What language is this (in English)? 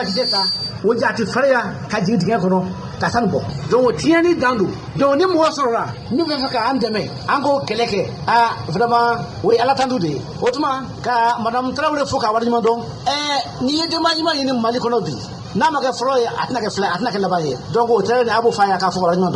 Bambara